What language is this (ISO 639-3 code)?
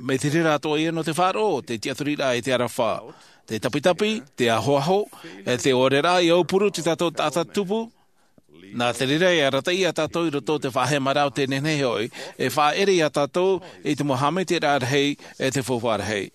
tah